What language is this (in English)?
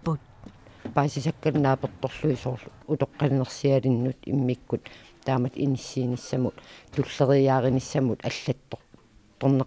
Kalaallisut